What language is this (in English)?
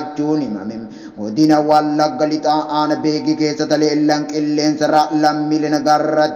Oromo